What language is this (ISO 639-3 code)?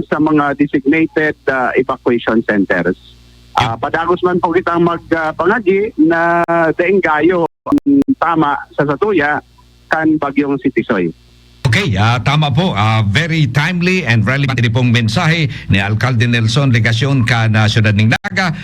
bik